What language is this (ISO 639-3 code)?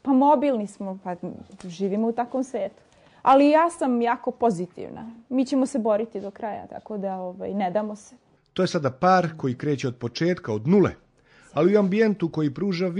srp